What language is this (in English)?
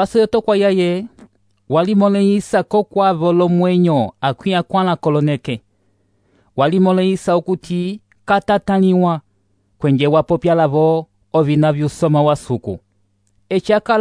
Umbundu